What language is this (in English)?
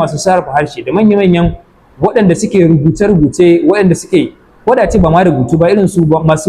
Hausa